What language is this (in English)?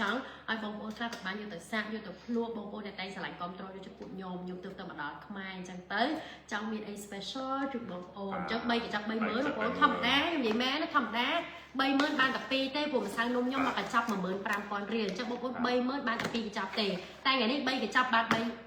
Khmer